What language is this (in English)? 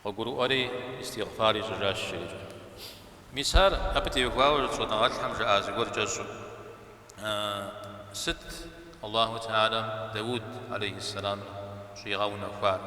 Kabardian